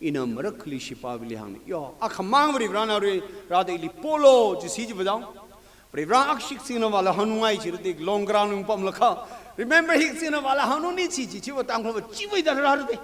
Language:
Tangkhul Naga (India)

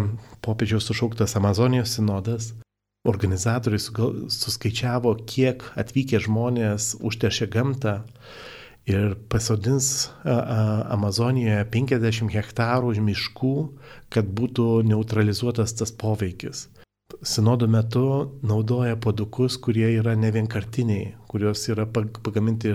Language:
Lithuanian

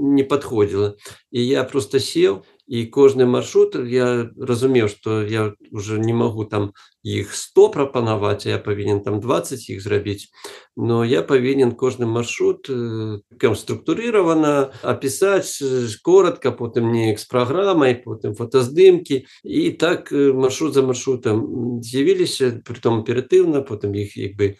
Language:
Belarusian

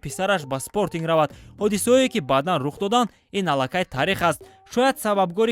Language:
Tajik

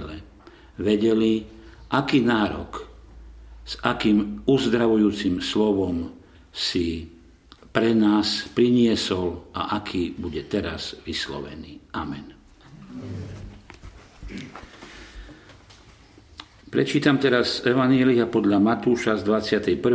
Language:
Slovak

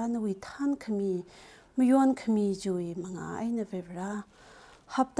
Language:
Tangkhul Naga (India)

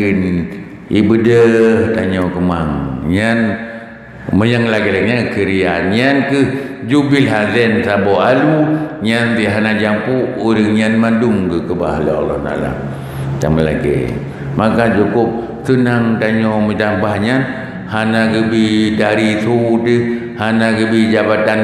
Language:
Achinese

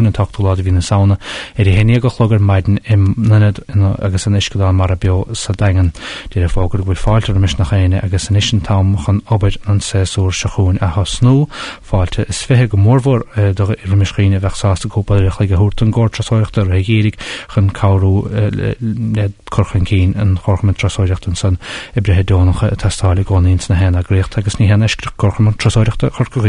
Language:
Irish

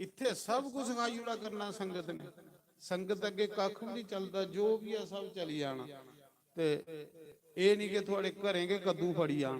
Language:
Dogri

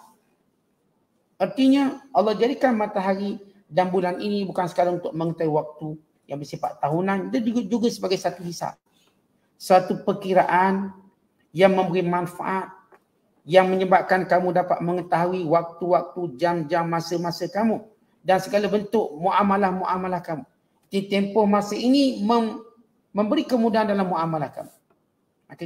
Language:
Malay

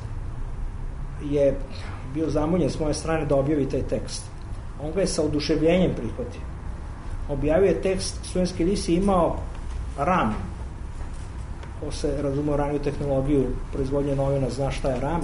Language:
Serbian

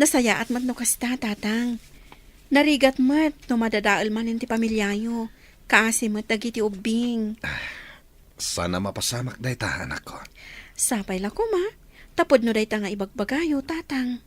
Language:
Iloko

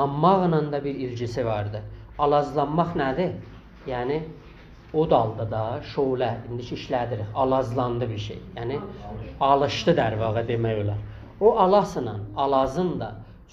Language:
South Azerbaijani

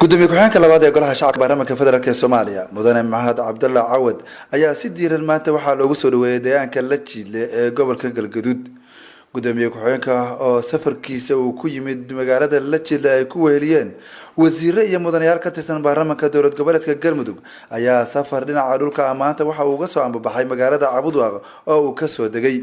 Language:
Somali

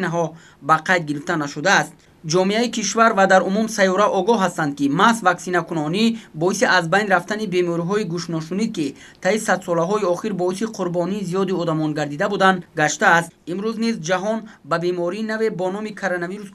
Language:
Tajik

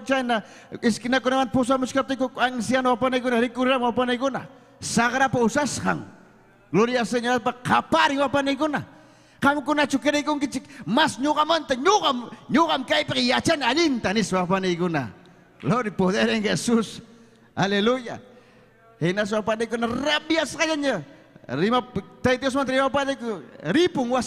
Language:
Ayacucho Quechua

